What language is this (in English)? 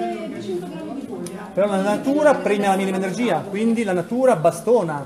Italian